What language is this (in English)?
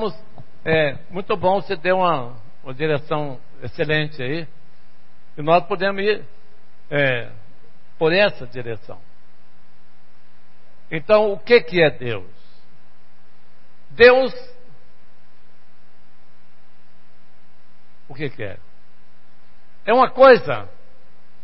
Portuguese